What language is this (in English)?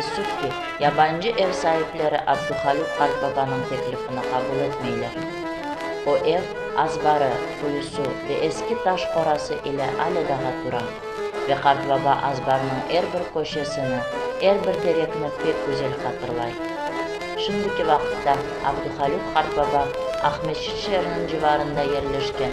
Crimean Tatar